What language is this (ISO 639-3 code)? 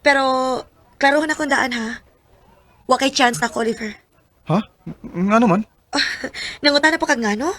ceb